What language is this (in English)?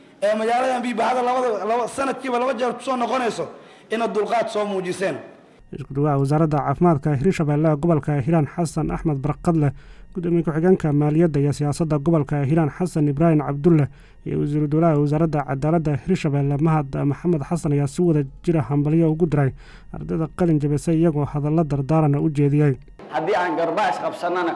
Somali